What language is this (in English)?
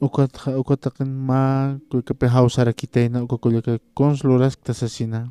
Aymara